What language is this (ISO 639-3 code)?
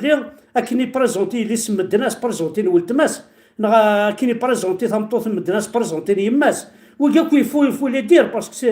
kab